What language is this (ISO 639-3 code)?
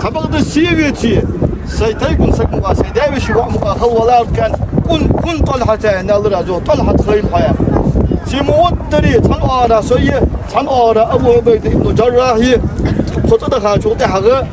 inh